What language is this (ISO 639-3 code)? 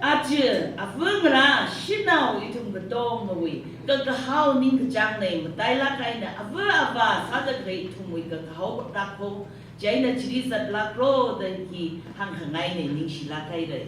nmf